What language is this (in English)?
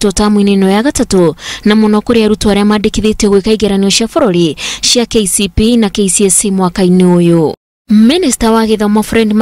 Kikuyu